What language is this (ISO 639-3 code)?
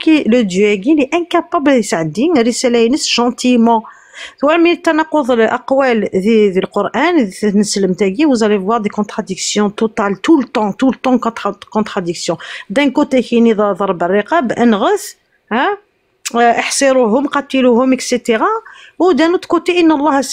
kab